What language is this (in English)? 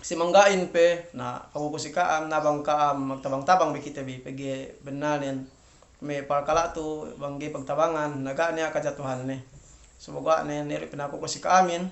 Yakan